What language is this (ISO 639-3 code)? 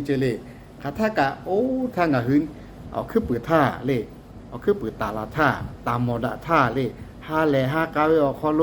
lhu